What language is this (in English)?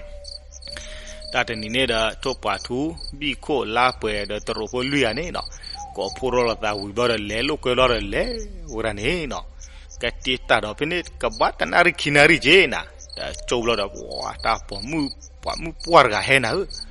S'gaw Karen